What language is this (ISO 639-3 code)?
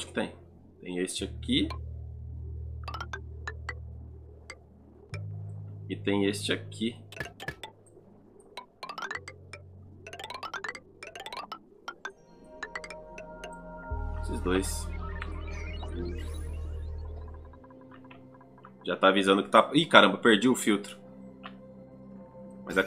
por